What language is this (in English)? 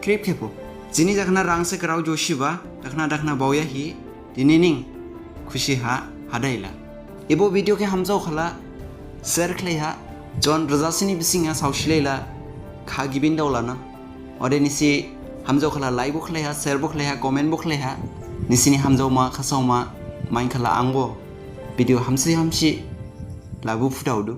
Dimasa